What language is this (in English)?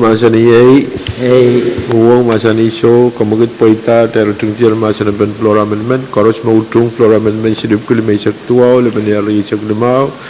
Pohnpeian